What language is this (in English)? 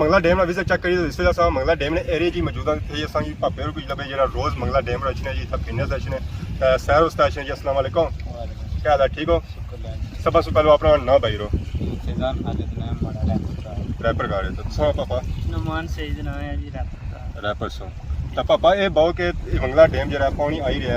Pahari-Potwari